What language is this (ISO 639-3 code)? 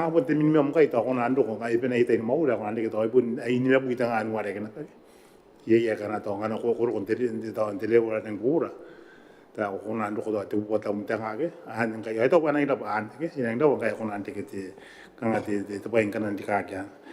gil